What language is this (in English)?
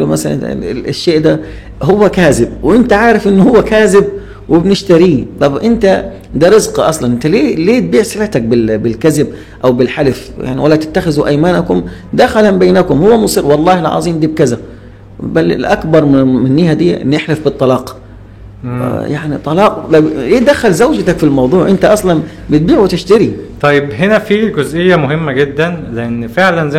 Egyptian Arabic